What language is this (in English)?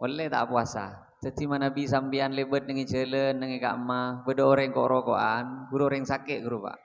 Madurese